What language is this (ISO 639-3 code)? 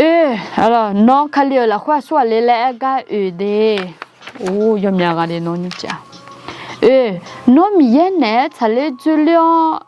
ahk